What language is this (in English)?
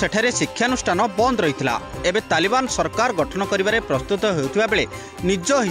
Odia